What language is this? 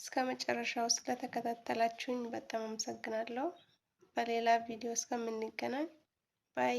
Amharic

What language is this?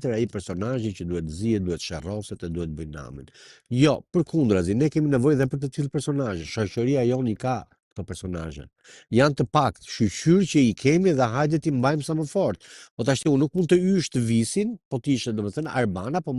Albanian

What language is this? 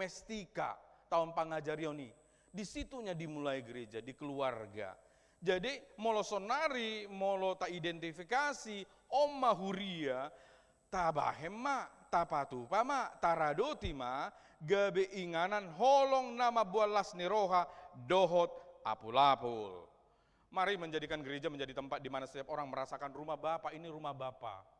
Batak Toba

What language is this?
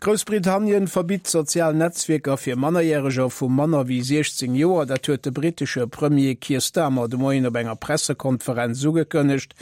Luxembourgish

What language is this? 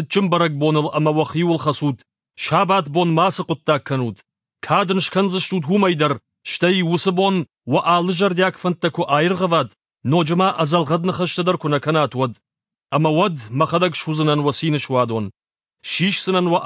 Ossetic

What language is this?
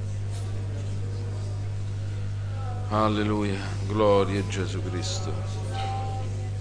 Italian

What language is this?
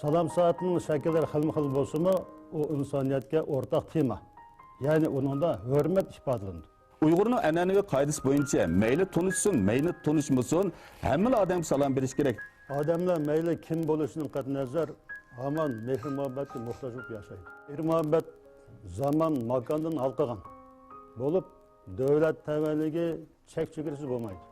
Uyghur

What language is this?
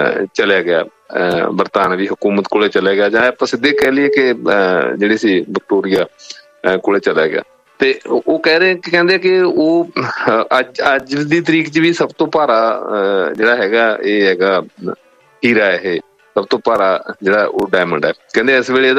Punjabi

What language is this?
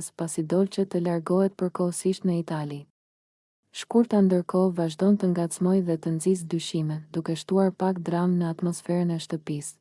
Albanian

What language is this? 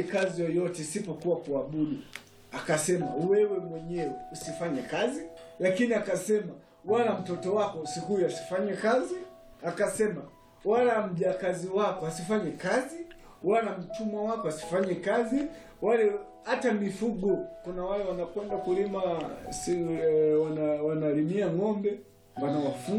Swahili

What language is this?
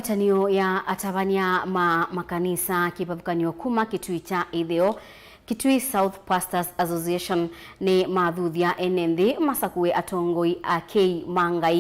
Kamba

